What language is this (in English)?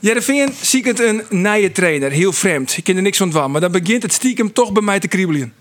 Western Frisian